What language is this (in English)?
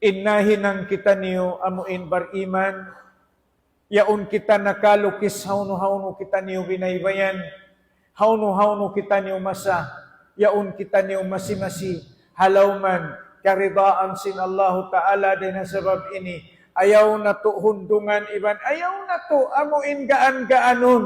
Tausug